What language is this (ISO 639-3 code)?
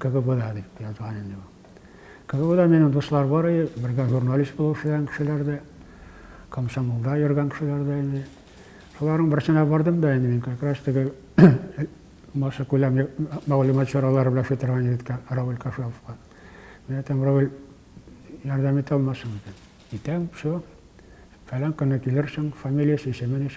tat